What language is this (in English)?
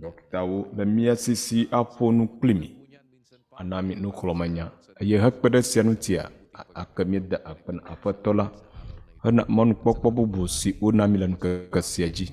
Ewe